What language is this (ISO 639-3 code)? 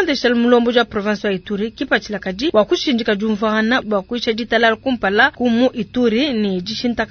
lua